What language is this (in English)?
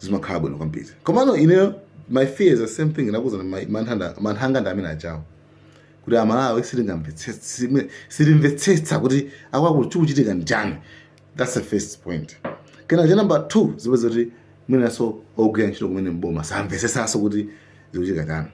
Nyanja